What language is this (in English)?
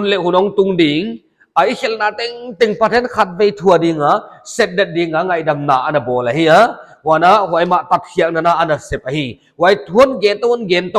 Paite Chin